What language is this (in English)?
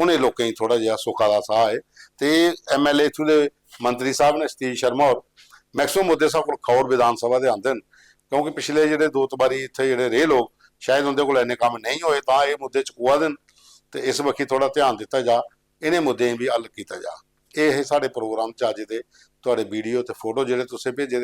Dogri